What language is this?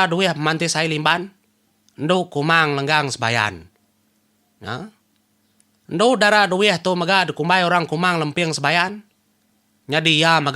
Iban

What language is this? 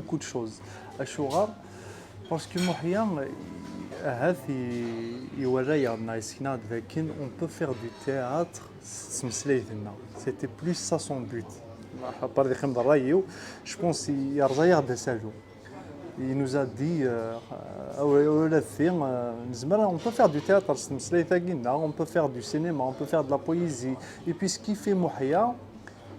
Kabyle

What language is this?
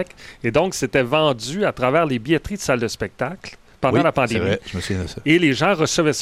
French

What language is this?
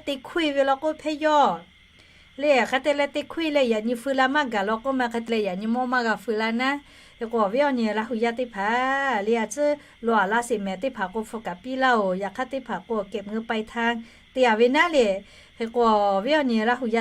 Lahu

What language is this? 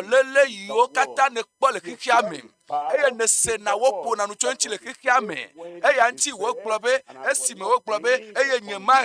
Ewe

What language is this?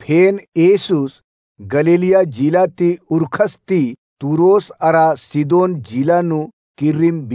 Kurukh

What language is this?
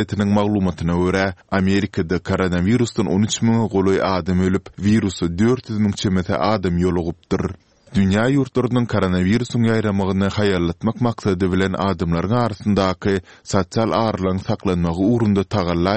Turkmen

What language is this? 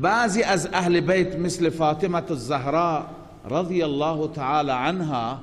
Persian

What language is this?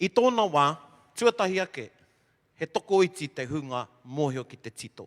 Māori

